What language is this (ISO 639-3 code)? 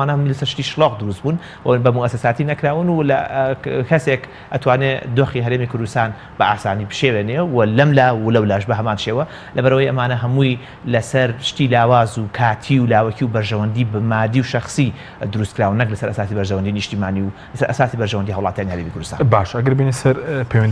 ckb